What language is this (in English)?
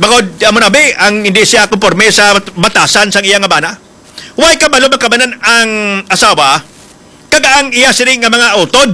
Hiligaynon